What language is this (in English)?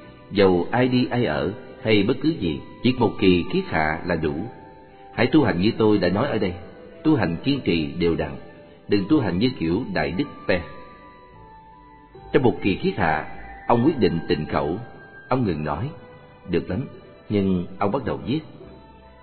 Vietnamese